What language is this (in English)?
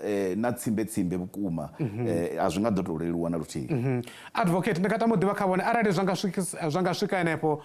Venda